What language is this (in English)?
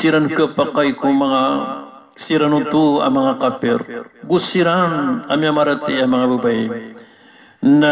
Maranao